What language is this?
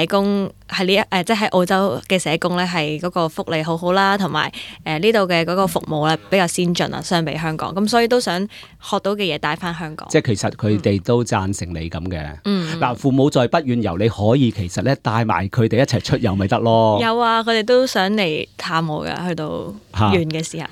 Cantonese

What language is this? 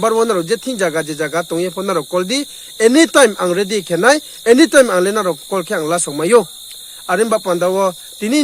Riang (India)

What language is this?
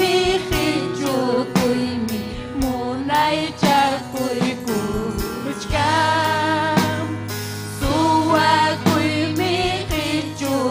Ayacucho Quechua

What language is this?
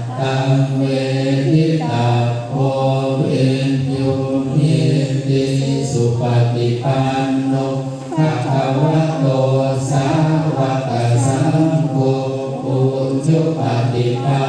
Pali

